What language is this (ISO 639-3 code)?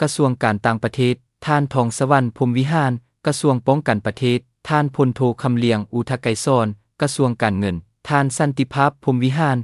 lao